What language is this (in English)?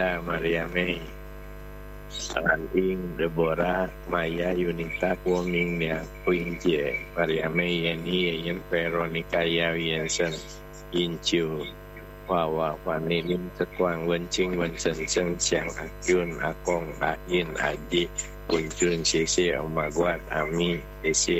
Indonesian